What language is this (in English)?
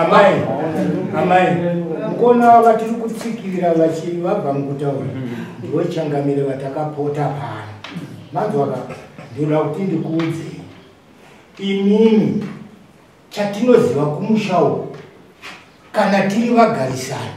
Shona